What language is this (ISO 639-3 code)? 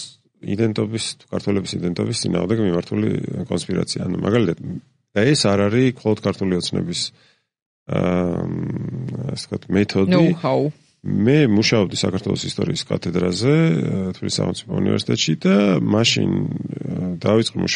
kat